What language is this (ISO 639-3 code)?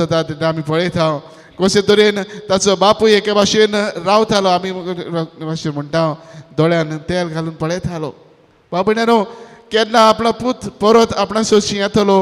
kok